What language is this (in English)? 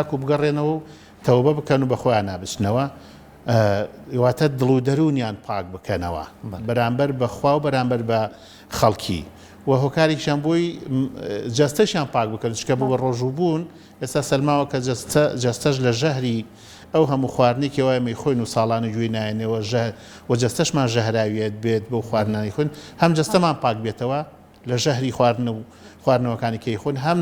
Central Kurdish